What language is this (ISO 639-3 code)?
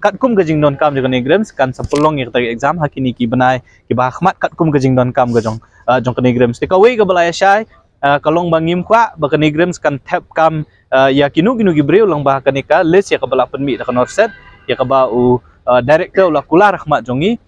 kha